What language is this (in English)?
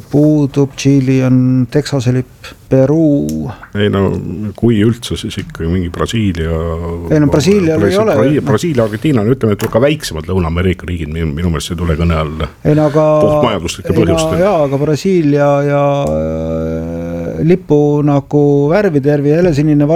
Estonian